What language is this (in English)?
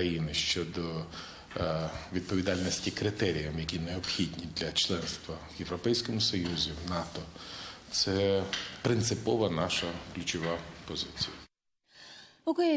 Ukrainian